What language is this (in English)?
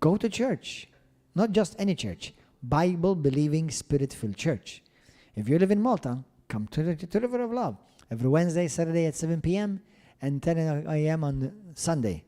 English